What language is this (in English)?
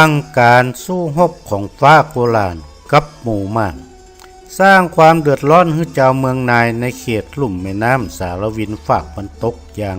Northern Thai